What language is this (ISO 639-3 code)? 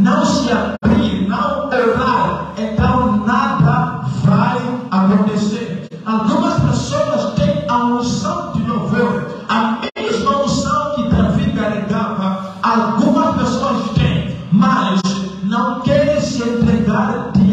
por